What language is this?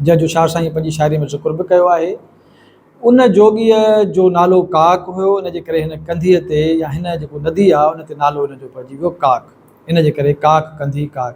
Sindhi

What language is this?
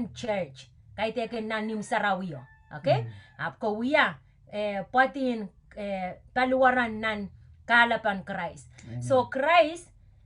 Pohnpeian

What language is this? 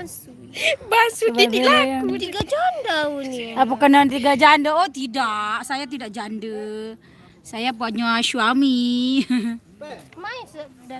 Sasak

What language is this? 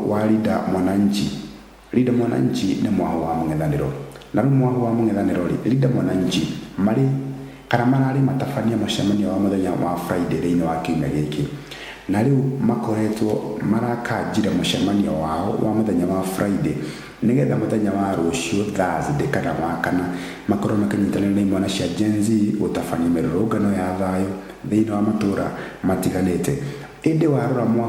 Kikuyu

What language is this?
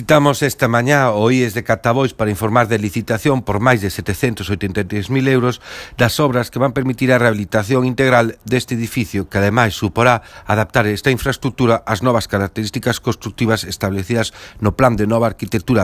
Galician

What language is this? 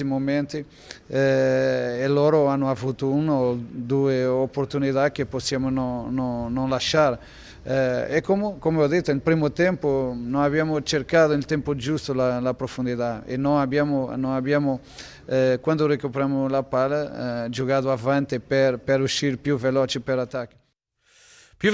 Italian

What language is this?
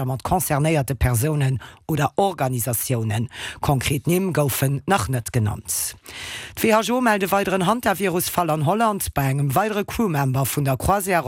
Luxembourgish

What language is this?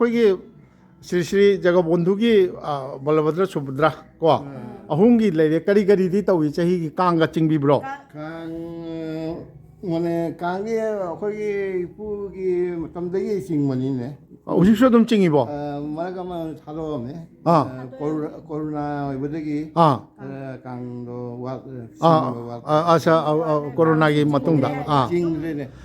Manipuri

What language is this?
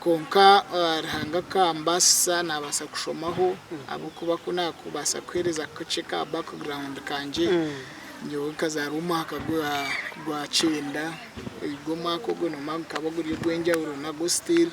Nyankole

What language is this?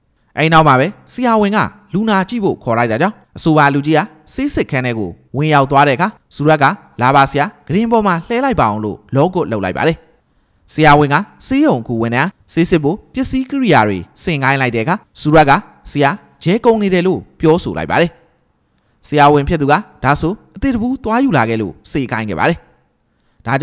Burmese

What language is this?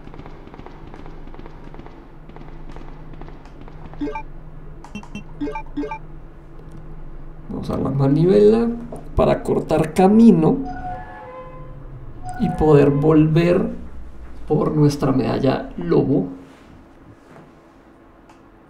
Spanish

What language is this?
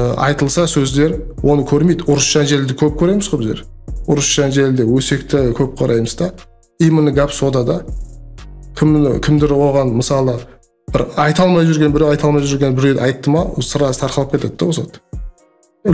Kara-Kalpak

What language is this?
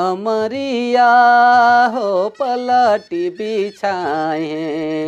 Sadri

